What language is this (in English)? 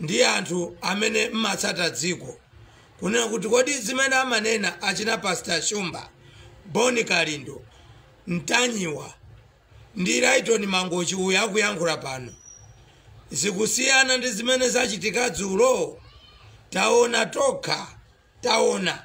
Nyanja